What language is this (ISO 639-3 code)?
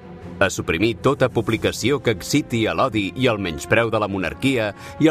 cat